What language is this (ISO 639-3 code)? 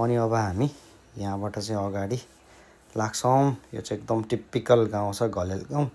nep